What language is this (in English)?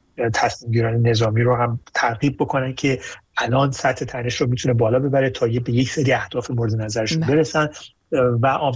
Persian